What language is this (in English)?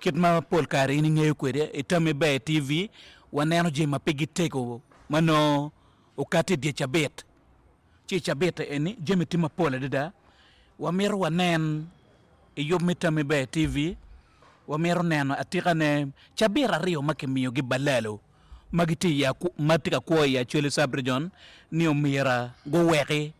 Acoli